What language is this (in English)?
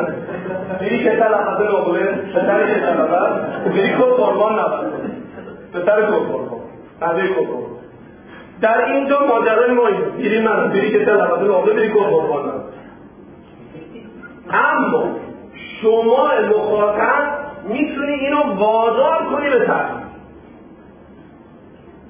Persian